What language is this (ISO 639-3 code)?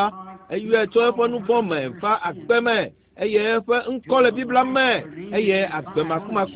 ewe